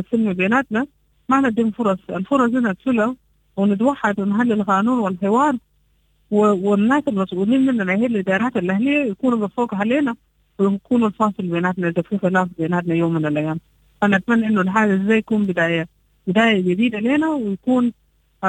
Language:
Sudanese Arabic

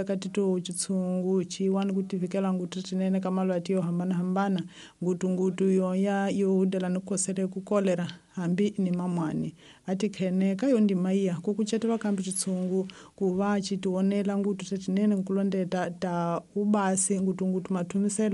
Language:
Tsonga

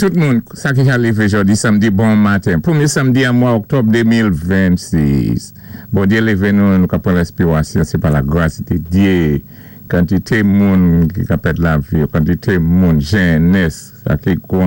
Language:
Saint Lucian Creole French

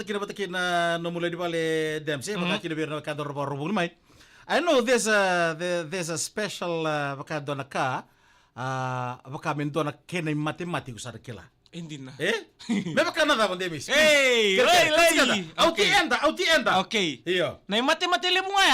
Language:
Fijian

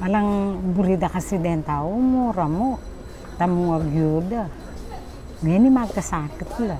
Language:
Pampanga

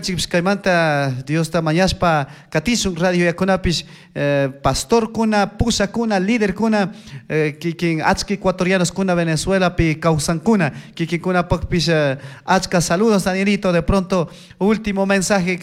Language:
Chimborazo Highland Quichua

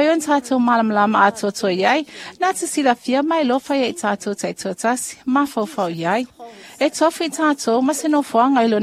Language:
Samoan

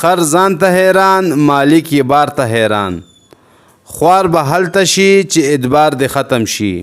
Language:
Pashto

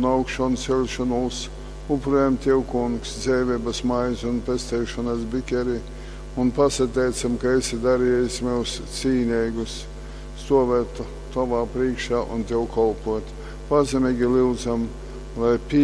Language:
Latgalian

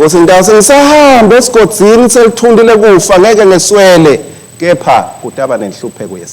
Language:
Swati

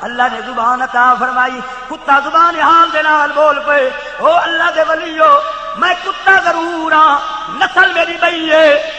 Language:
Saraiki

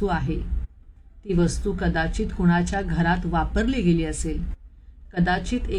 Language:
Marathi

